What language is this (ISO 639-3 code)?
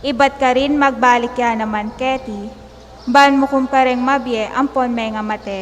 pam